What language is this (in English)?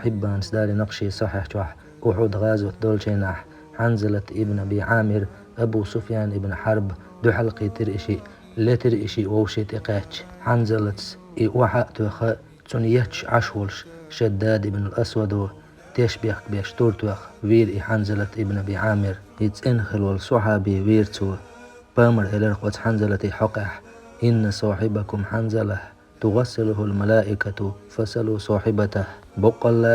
Chechen